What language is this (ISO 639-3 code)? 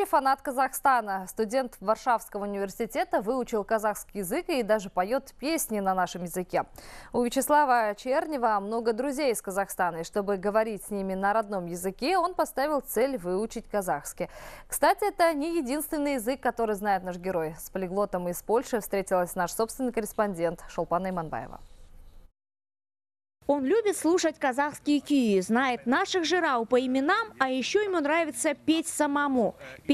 rus